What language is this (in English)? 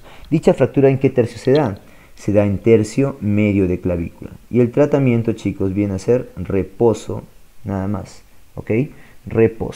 Spanish